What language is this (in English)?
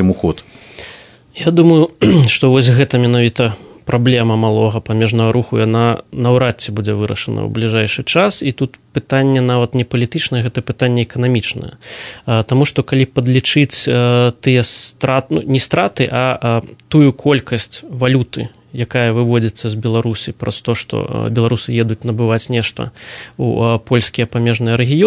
Belarusian